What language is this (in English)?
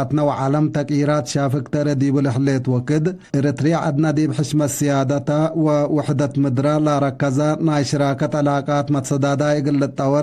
Tigre